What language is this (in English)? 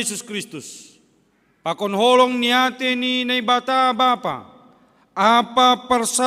Batak Simalungun